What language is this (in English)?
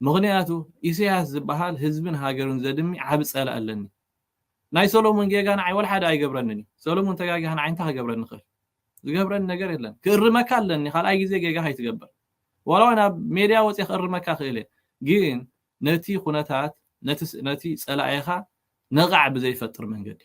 Tigrinya